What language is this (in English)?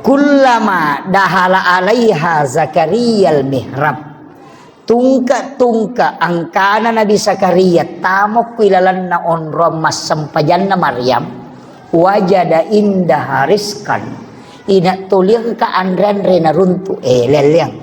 Buginese